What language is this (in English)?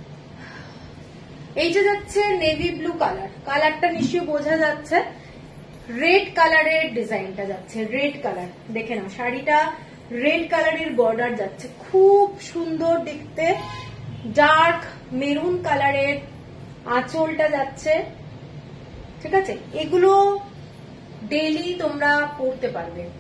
Bangla